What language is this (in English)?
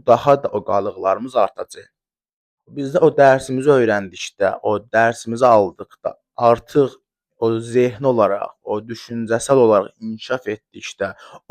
Azerbaijani